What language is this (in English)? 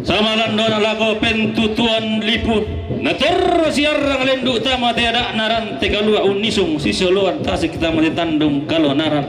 Toraja-Sa'dan